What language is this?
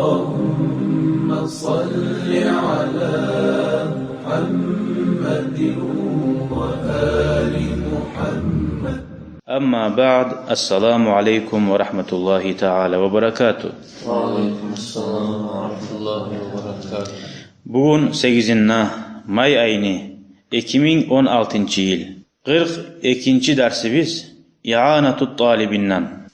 Kumyk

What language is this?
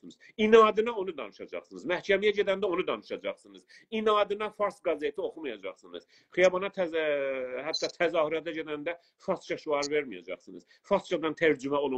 South Azerbaijani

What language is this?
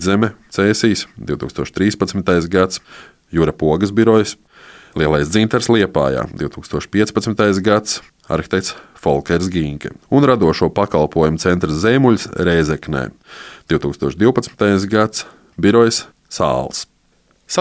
Latvian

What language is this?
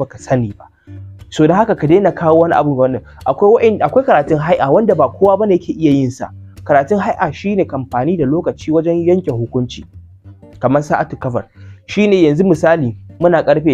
Hausa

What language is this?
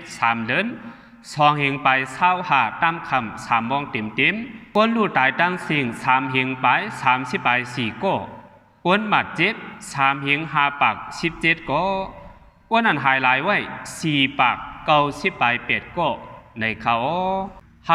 Shan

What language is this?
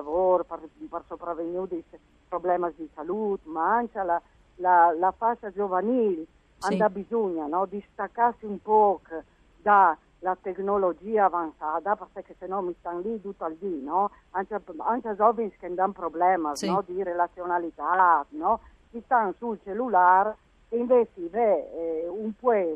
Friulian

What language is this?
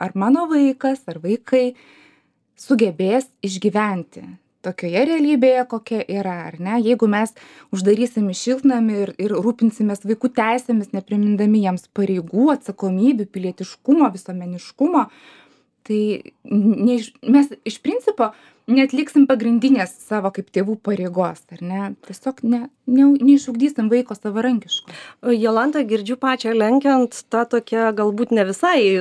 Lithuanian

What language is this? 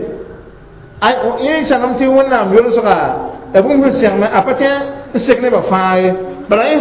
Mossi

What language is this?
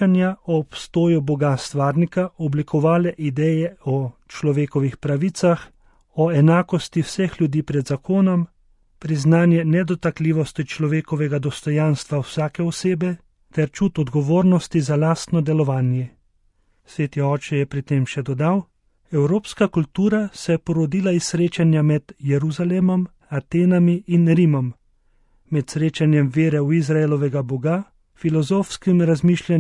Slovenian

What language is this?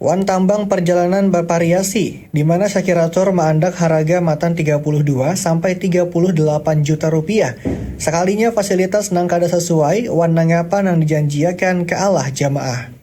Banjar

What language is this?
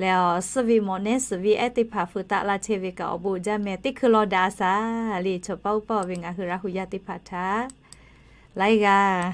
Lahu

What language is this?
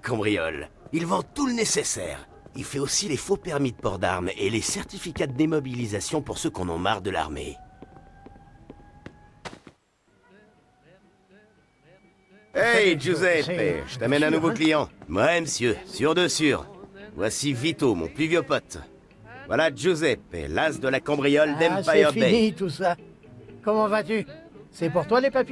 French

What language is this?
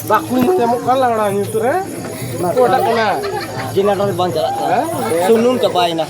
Santali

